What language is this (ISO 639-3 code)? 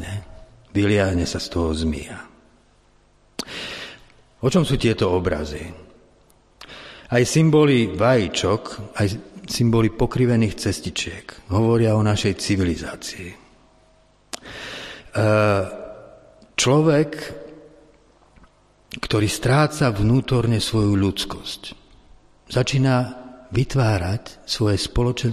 slk